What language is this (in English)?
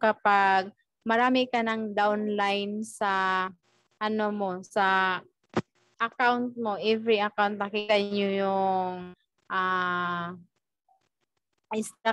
Filipino